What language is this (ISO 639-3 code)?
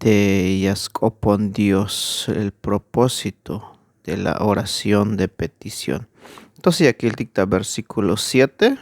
tzh